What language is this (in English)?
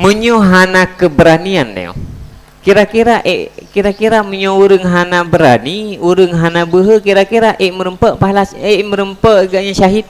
Achinese